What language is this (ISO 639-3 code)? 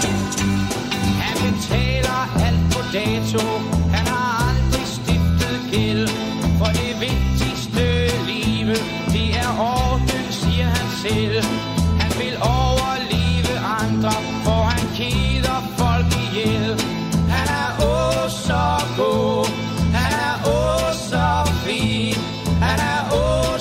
dan